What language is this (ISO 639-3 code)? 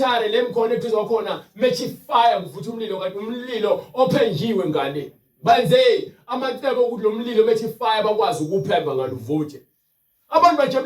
zul